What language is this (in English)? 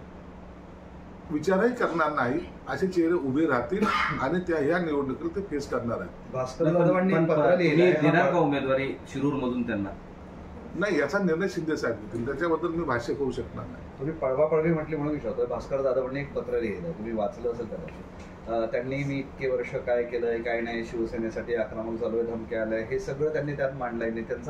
Marathi